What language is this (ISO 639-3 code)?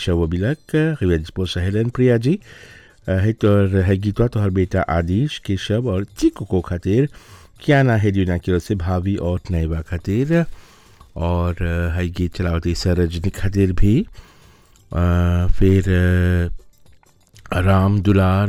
bho